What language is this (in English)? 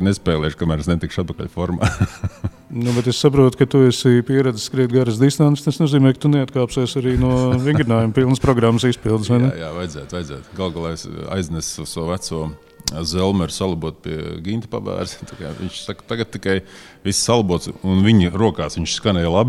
Latvian